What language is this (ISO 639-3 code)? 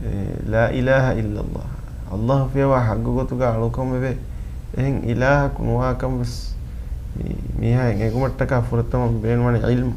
div